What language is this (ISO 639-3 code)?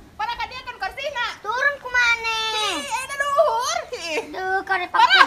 sun